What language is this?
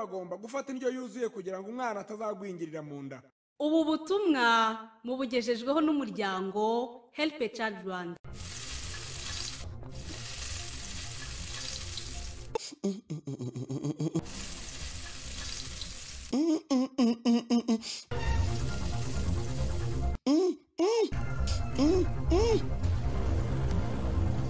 Kinyarwanda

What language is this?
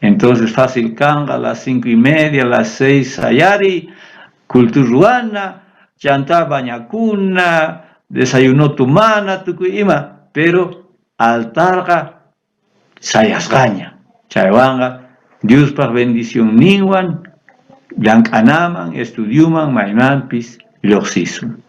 South Bolivian Quechua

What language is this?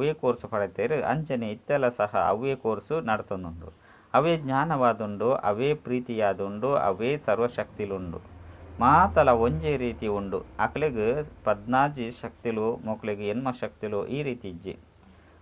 Tulu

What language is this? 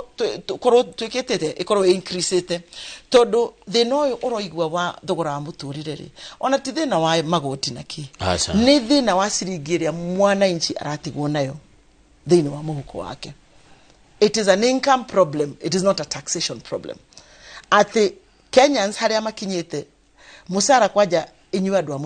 Kikuyu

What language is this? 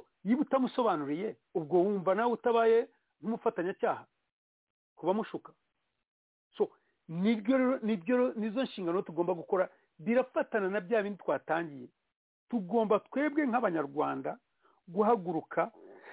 Kinyarwanda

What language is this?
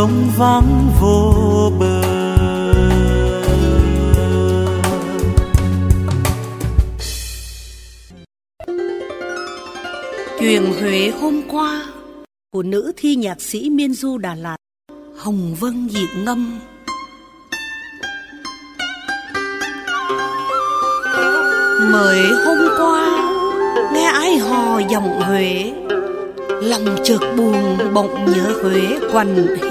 Vietnamese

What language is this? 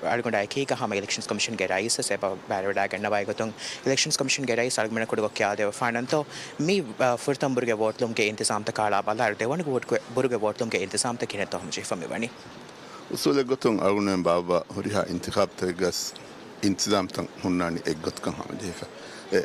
Divehi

